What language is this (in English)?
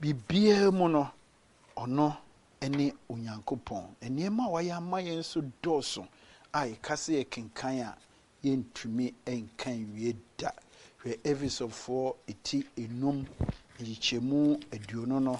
Akan